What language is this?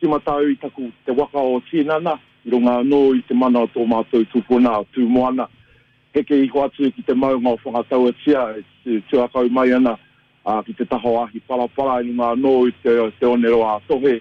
Māori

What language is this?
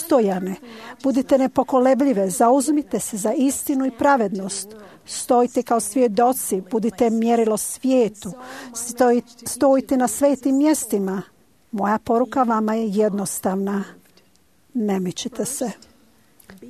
Croatian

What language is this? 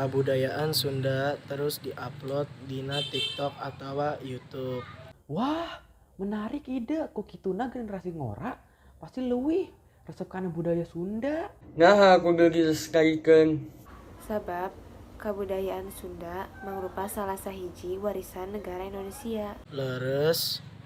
Sundanese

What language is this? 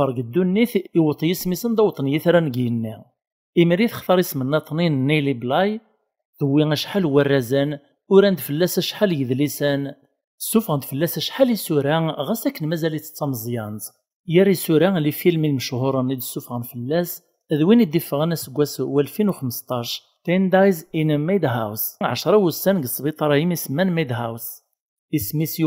Kabyle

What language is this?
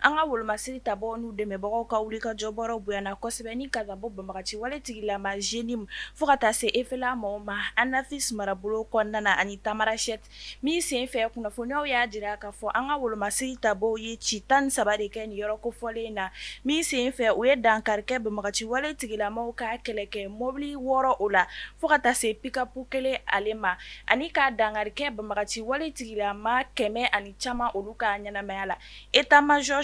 Bambara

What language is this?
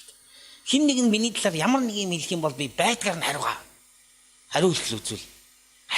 Mongolian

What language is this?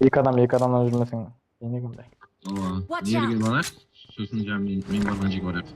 Kara-Kalpak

